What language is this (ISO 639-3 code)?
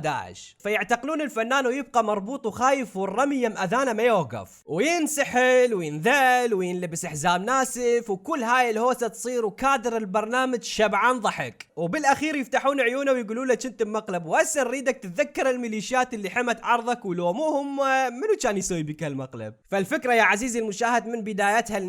acm